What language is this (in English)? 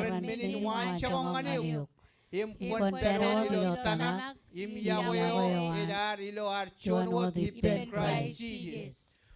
Marshallese